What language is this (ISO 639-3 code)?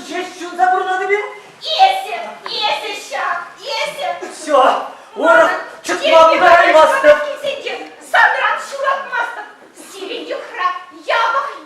chv